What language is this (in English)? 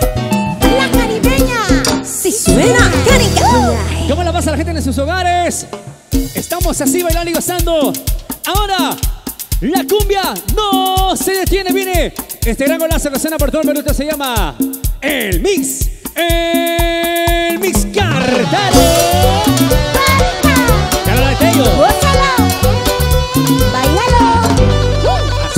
Spanish